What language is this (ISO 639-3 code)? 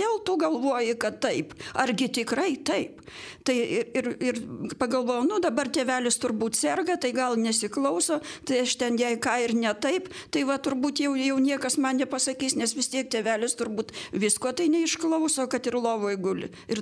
lit